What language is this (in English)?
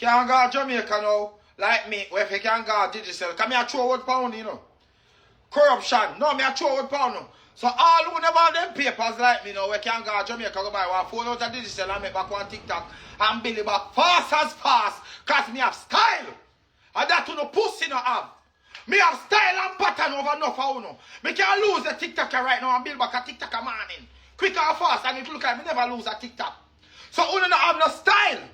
Jamaican Creole English